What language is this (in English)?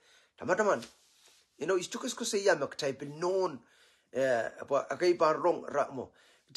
Pohnpeian